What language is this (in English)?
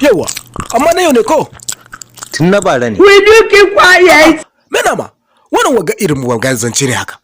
Hausa